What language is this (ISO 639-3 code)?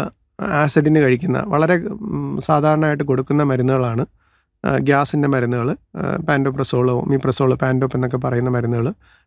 mal